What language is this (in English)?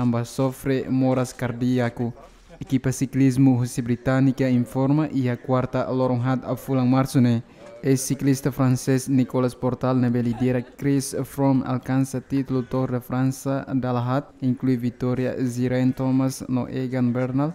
Tetum